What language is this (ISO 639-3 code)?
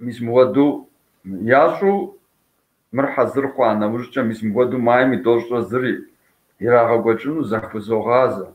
kbd